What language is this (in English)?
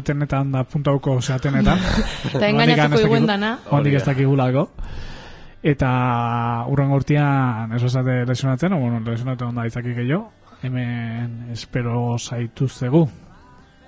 Basque